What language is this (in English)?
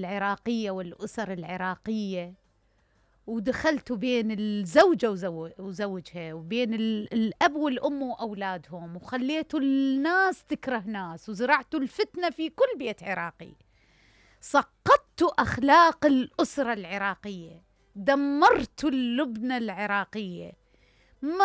Mesopotamian Arabic